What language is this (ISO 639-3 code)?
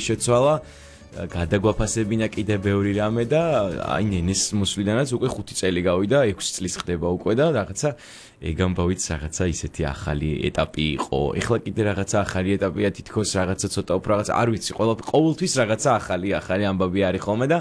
kat